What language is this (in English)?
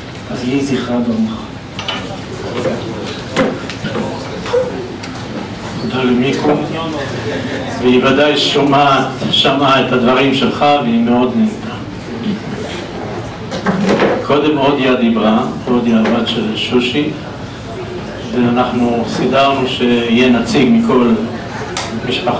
Hebrew